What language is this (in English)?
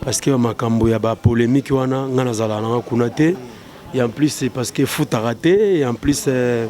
Lingala